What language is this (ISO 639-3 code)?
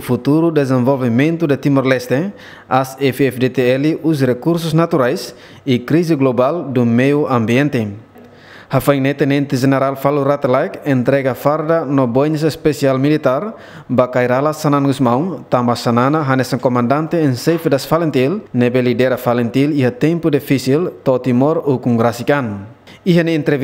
tet